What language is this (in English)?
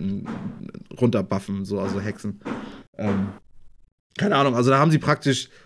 German